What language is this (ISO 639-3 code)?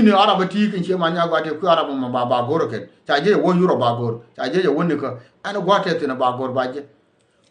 nus